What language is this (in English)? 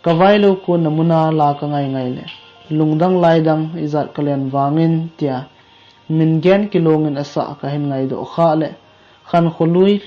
Thado Chin